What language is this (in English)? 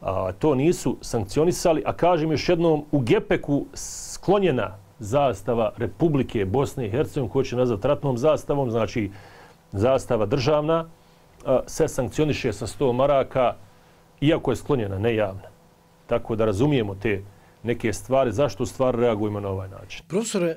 Bosnian